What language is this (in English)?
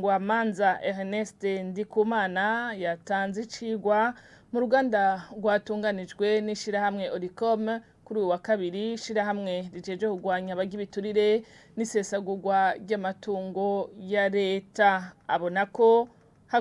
Rundi